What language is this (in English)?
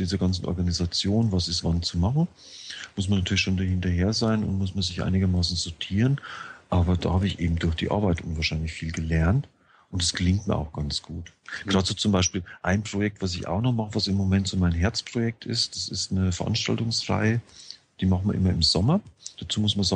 German